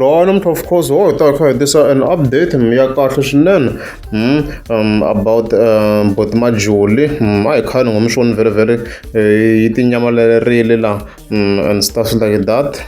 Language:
Tsonga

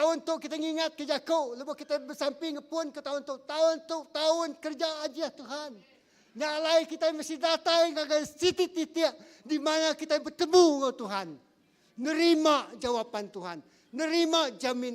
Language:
Iban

